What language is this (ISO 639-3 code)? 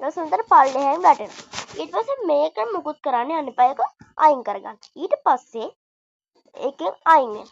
sin